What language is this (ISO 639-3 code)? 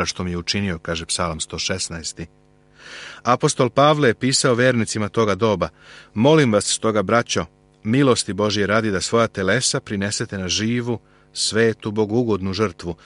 srp